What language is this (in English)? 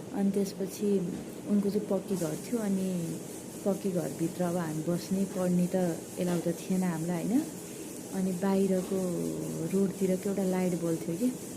Nepali